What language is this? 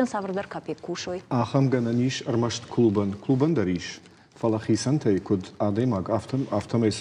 Ossetic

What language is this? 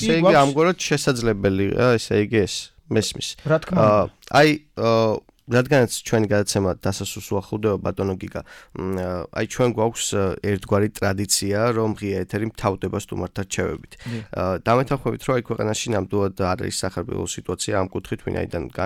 Georgian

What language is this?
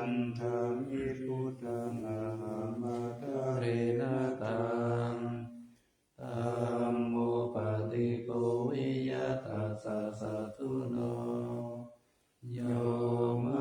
Pali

